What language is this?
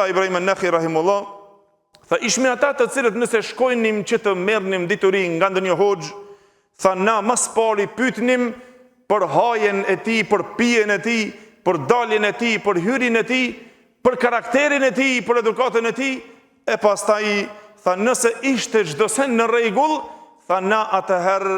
Albanian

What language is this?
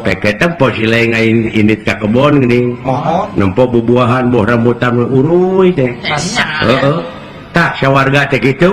Sundanese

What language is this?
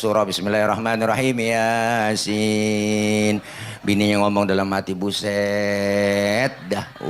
Betawi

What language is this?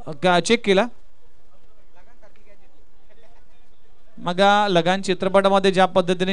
Marathi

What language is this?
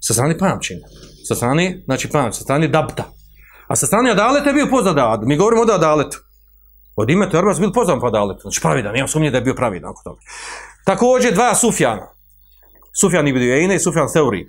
Bosnian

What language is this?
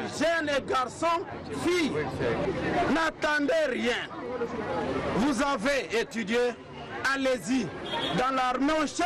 French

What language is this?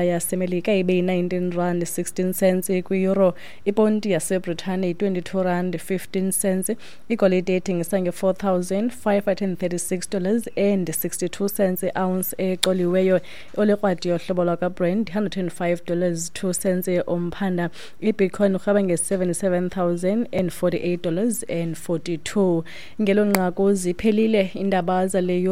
Xhosa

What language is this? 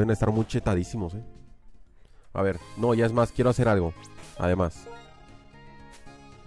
Spanish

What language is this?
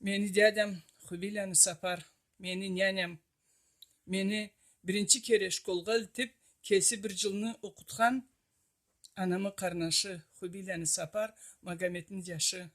Karachay-Balkar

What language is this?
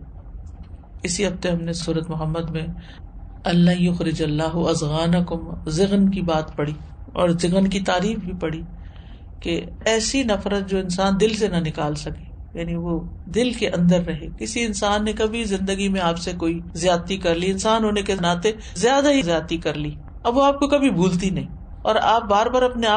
Urdu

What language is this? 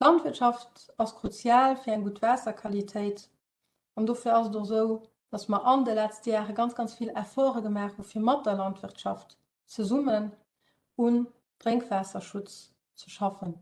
Luxembourgish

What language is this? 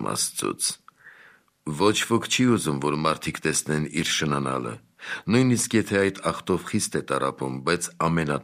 Armenian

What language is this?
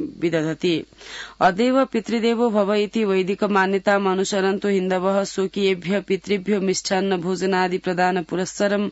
Sanskrit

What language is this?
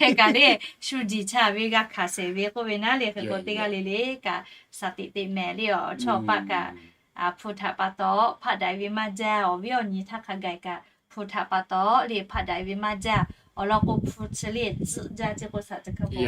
Lahu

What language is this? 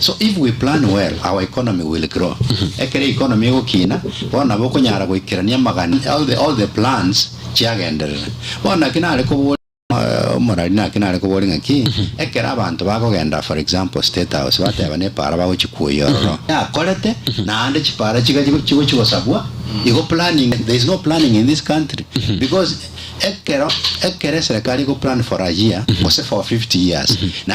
Gusii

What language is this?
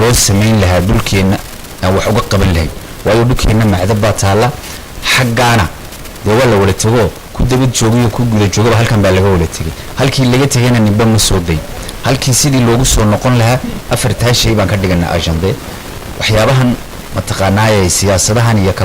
Somali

